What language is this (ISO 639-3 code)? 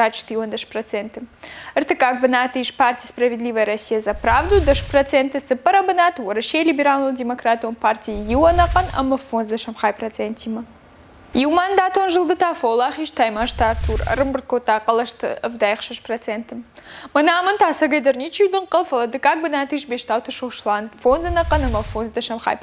oss